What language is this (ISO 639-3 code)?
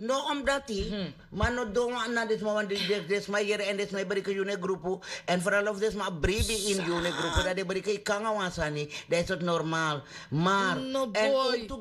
srn